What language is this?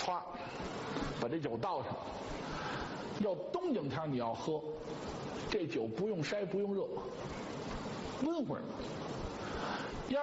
Chinese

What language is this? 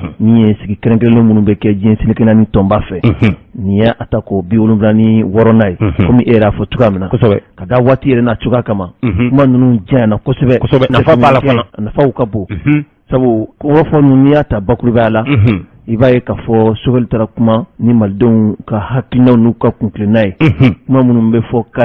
Bambara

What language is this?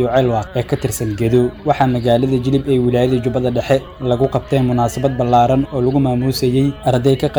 Somali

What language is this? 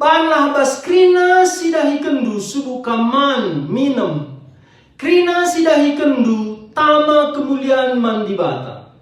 Batak Karo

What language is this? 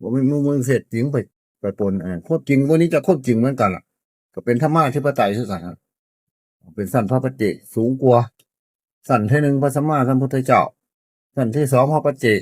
Northeastern Thai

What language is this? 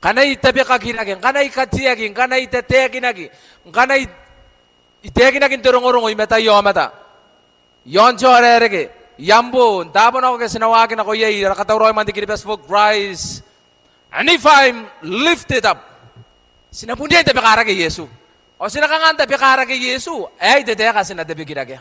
Gilbertese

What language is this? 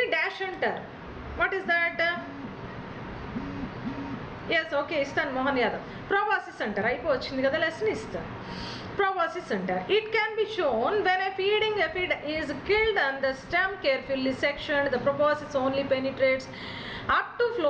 Telugu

